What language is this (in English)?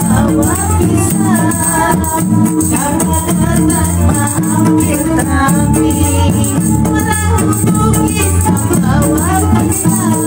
Banjar